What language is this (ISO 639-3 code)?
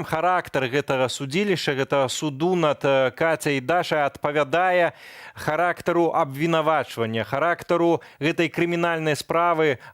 bel